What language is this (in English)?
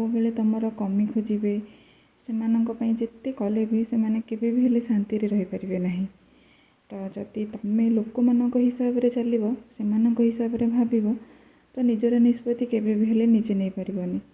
Odia